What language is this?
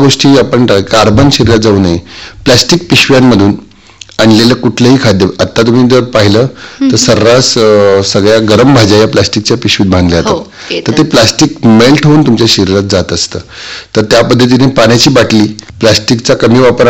Marathi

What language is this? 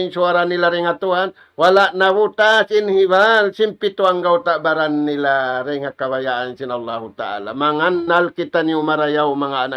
Tausug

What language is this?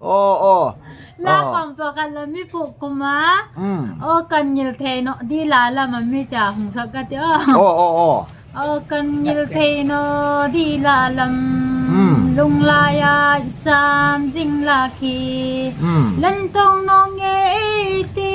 Hmar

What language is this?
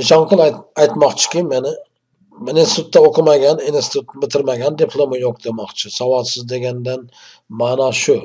Uzbek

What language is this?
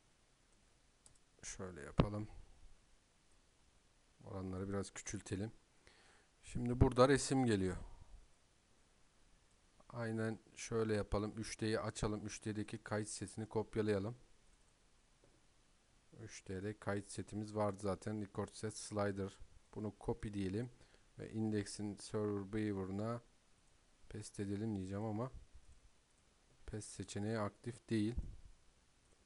Turkish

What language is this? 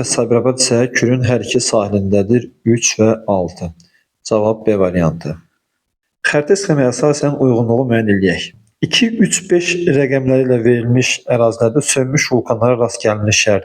Azerbaijani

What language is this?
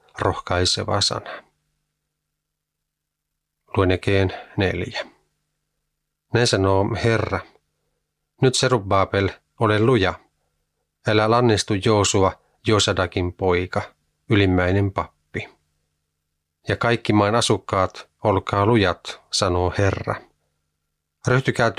Finnish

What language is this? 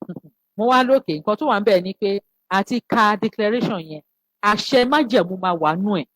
Yoruba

